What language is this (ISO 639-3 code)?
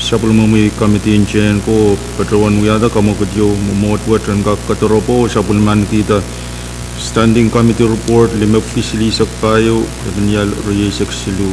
pon